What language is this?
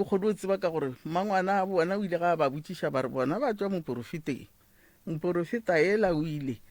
Northern Sotho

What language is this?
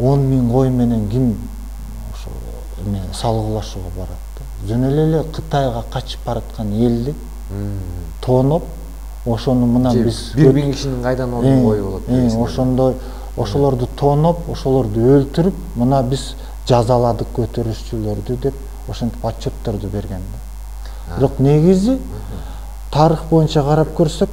Kyrgyz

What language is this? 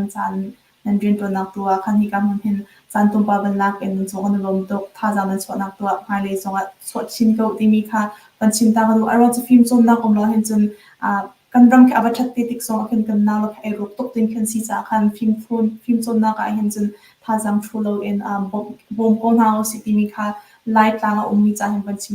Hakha Chin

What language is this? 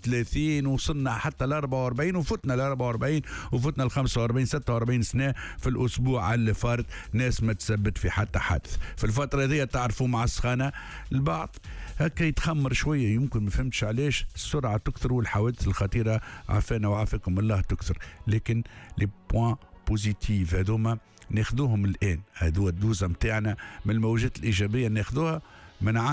Tunisian Arabic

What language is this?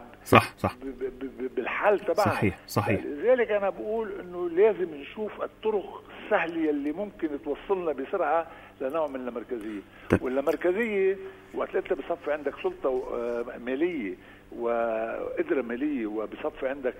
North Levantine Arabic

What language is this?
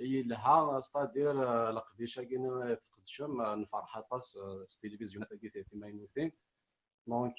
Kabyle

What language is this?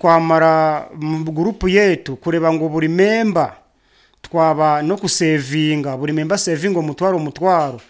Nyankole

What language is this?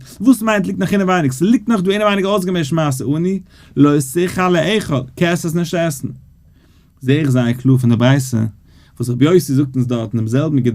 Yiddish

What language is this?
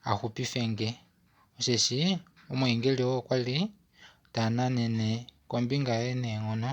Kuanyama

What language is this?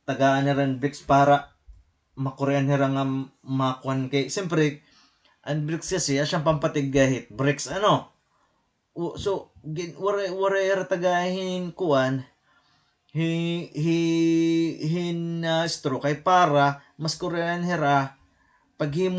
Waray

